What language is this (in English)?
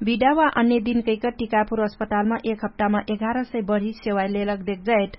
Dangaura Tharu